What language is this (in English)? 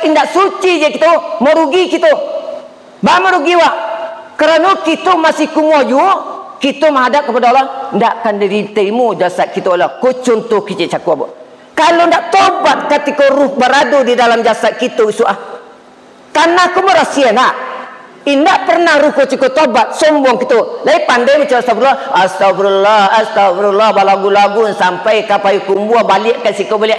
Minangkabau